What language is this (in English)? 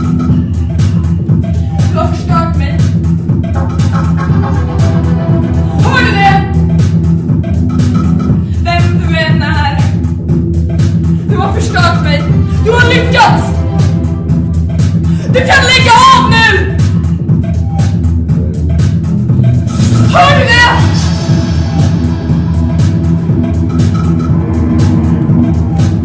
Swedish